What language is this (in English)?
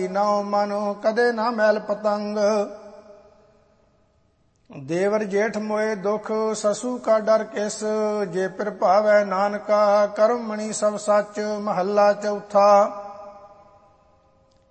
Punjabi